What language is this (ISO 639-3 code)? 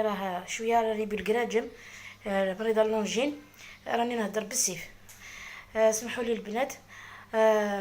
arq